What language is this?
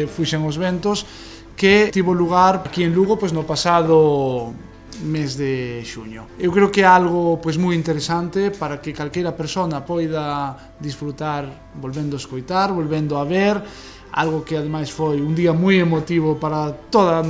Galician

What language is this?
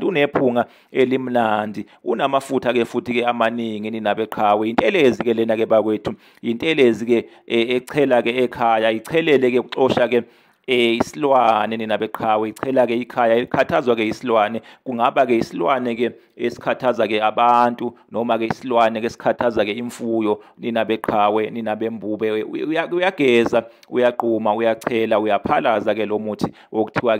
Zulu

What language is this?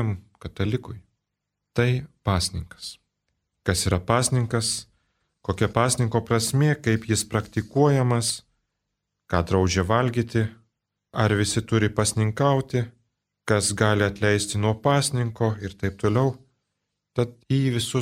Lithuanian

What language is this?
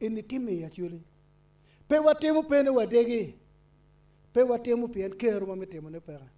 Acoli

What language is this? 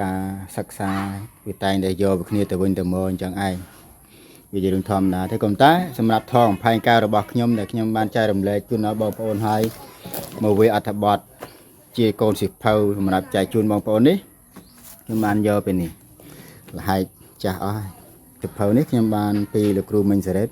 Khmer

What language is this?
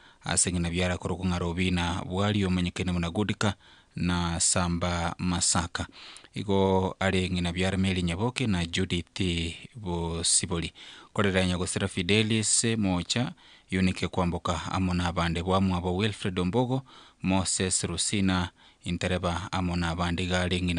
Gusii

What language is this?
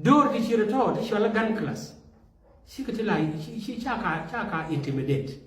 Nuer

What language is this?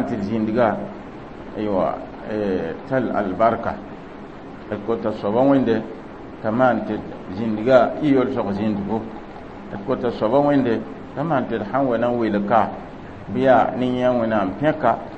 Mossi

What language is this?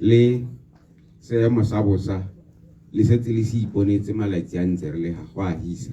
Tswana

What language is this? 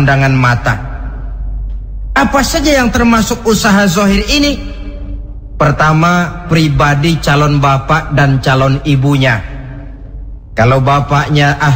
Indonesian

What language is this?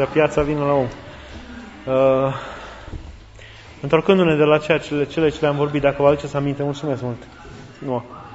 Romanian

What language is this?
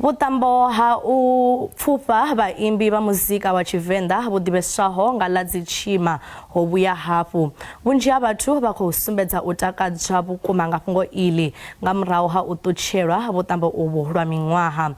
Venda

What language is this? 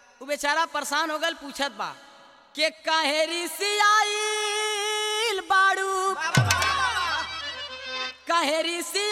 Bhojpuri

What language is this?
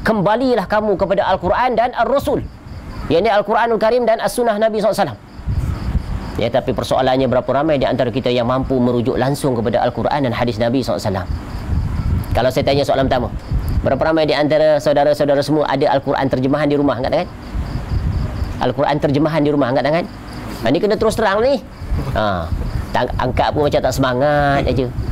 Malay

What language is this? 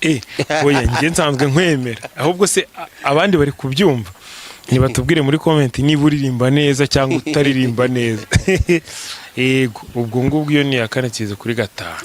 Kinyarwanda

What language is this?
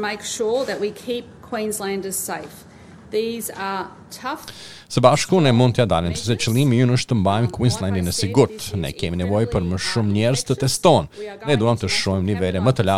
Albanian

